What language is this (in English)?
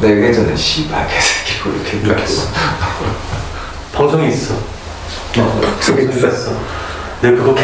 Korean